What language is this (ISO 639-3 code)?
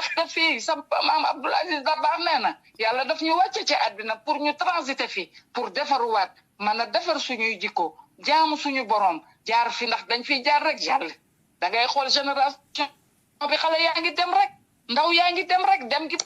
wol